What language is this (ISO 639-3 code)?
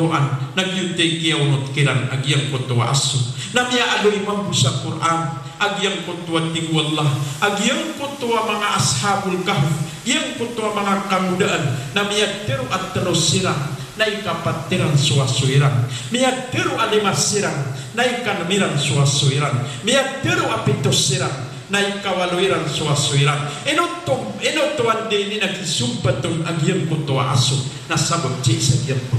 mrw